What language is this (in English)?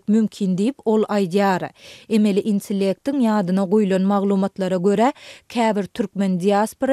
Turkmen